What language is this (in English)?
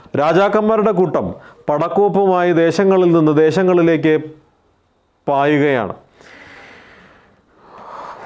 Malayalam